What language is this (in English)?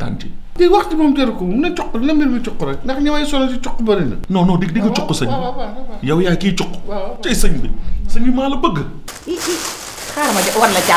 Wolof